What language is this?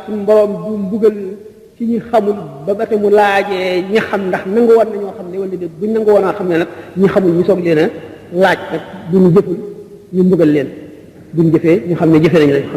Wolof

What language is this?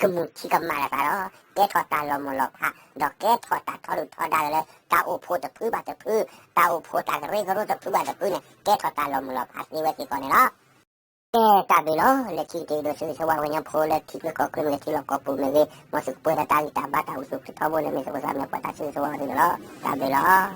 S'gaw Karen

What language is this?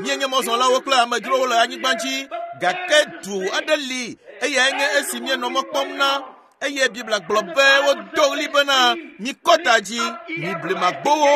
Ewe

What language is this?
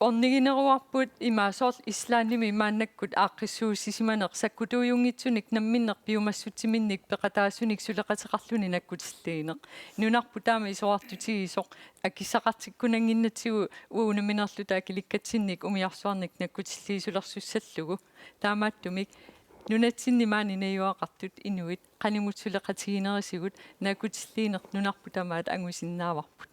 Kalaallisut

